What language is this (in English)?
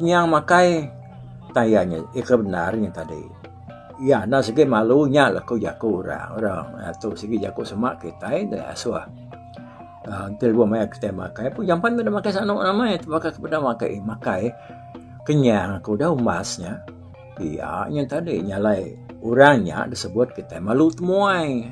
Iban